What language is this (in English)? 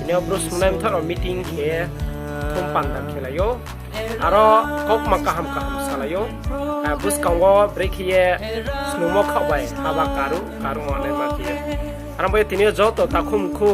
Riang (India)